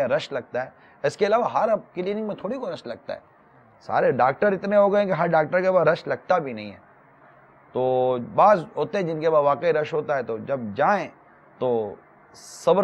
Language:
Urdu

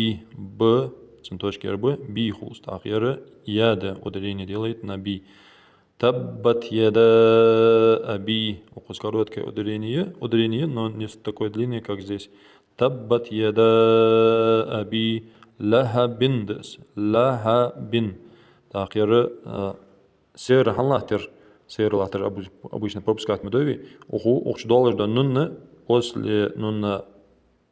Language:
Ingush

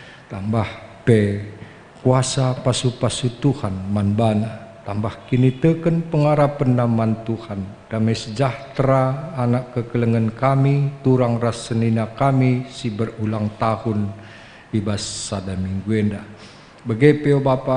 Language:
Batak Karo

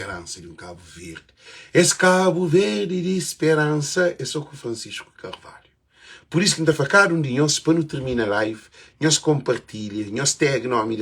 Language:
Kabuverdianu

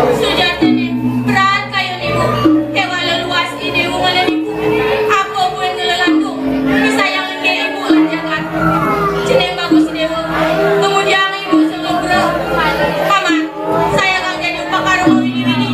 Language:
Balinese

